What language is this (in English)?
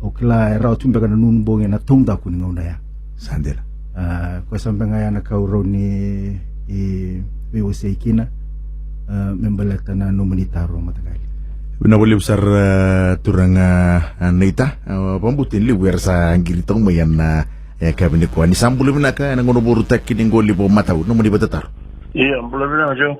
Fijian